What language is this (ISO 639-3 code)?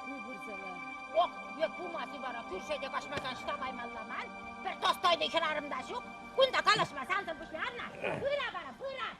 chv